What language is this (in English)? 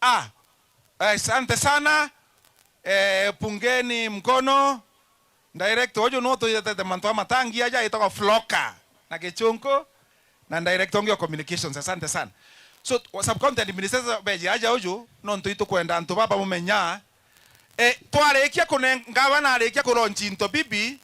Meru